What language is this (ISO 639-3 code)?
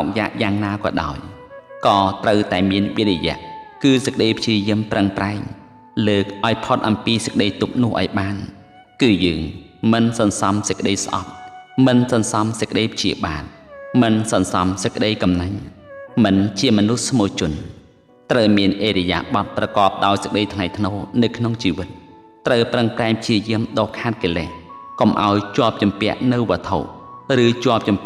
khm